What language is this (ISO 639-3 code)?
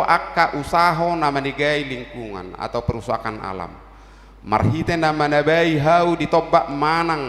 bbc